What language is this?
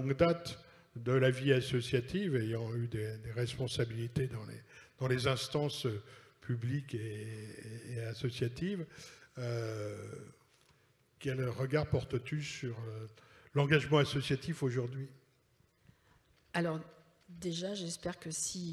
French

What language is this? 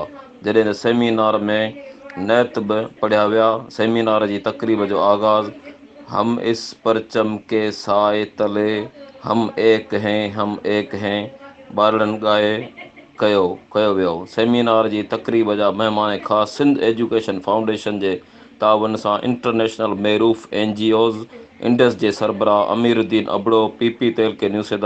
Sindhi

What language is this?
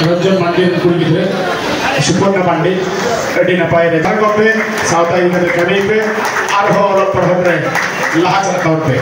Santali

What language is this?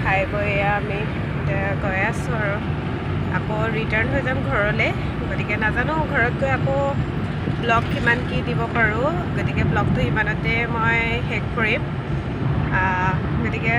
Assamese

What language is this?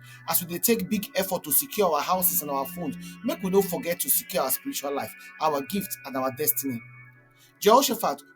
Nigerian Pidgin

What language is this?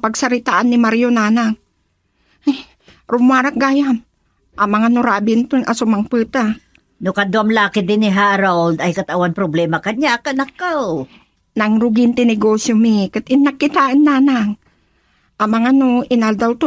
Iloko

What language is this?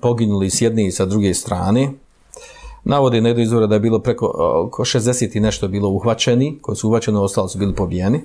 Bosnian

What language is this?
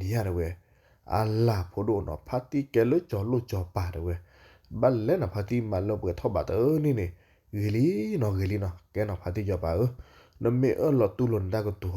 S'gaw Karen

